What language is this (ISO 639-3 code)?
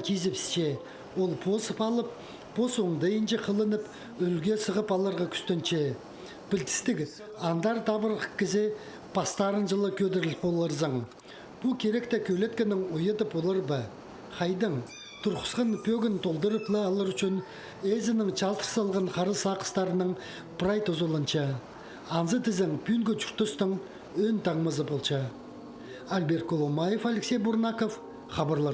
kjh